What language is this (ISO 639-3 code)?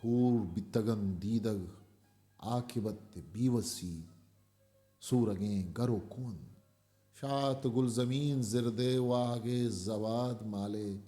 bgp